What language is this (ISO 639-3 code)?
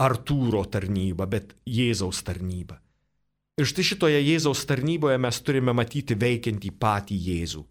lit